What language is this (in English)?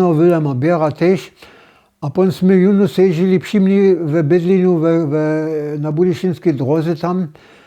Upper Sorbian